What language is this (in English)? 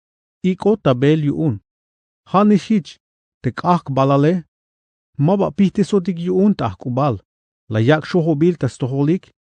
Tzeltal